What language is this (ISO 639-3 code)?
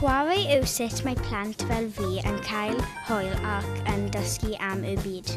cym